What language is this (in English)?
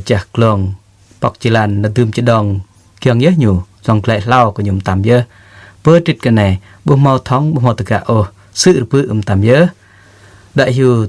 Jarai